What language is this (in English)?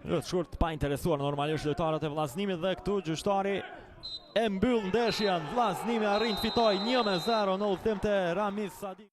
Albanian